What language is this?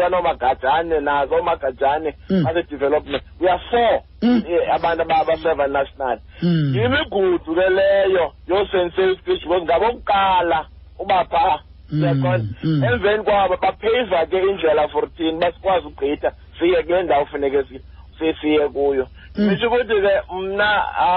Xhosa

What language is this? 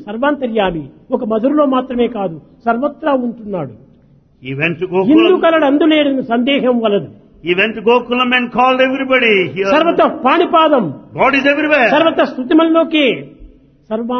Telugu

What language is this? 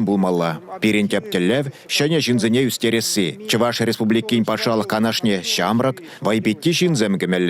Chuvash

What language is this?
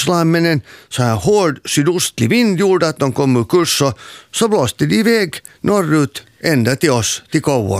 Swedish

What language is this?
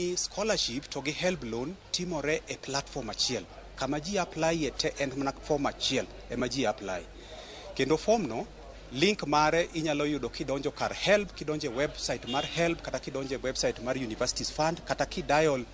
Luo (Kenya and Tanzania)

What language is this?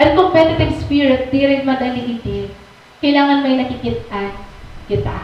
Waray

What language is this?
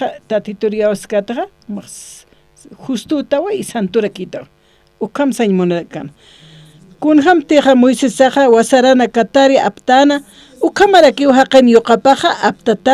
Aymara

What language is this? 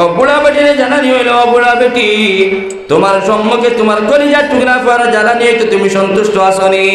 Sylheti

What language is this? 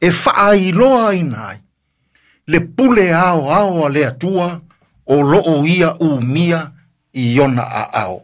Samoan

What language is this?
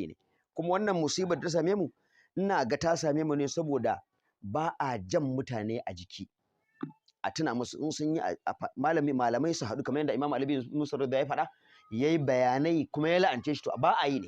Hausa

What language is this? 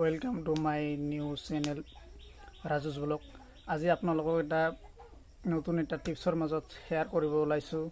Assamese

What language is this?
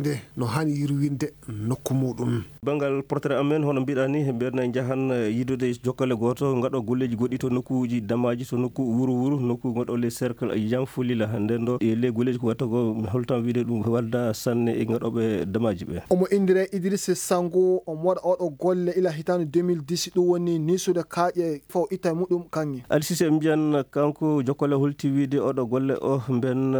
Maasina Fulfulde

